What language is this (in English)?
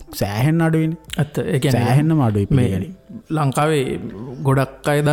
Sinhala